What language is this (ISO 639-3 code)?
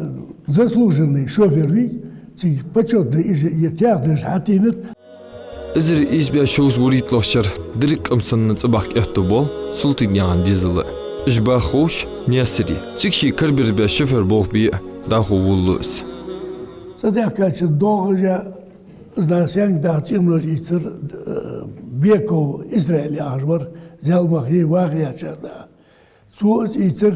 inh